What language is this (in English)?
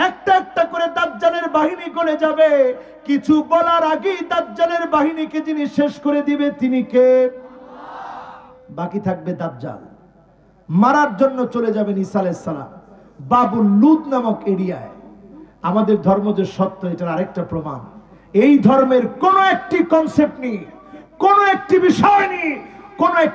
Bangla